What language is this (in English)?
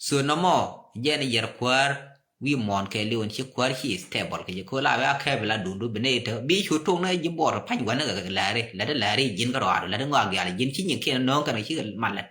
Nuer